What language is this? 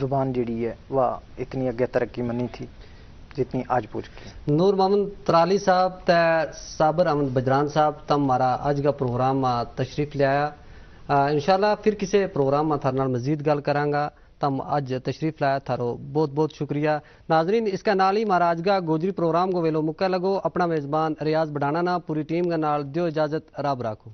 Gujari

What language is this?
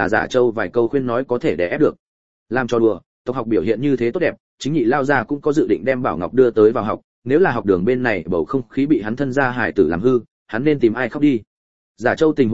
Vietnamese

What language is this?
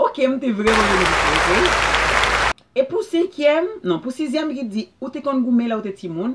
Haitian Creole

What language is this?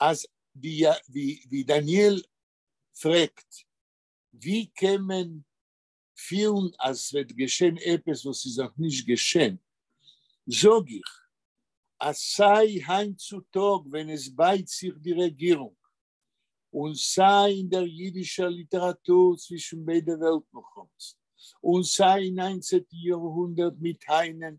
Yiddish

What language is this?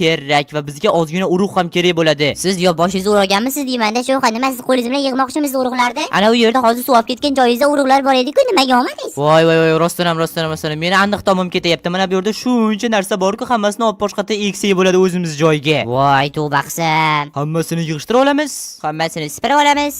Uzbek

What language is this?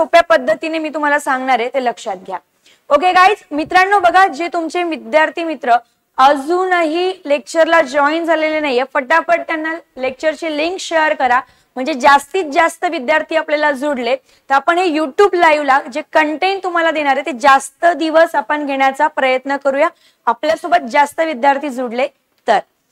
Marathi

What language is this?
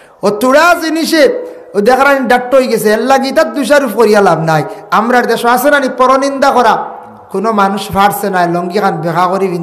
Sylheti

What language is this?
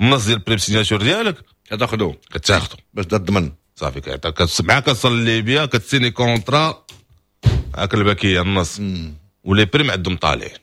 Moroccan Arabic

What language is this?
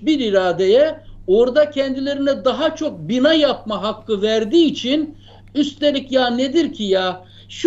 Turkish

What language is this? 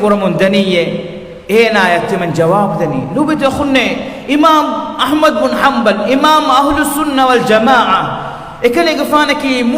Divehi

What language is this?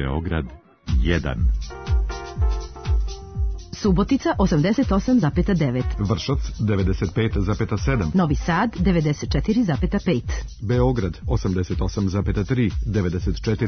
Serbian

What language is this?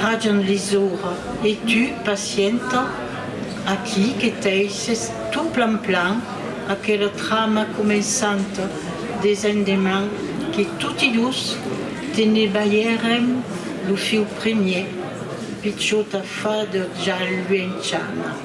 Occitan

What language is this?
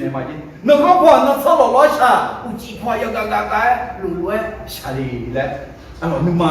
Akha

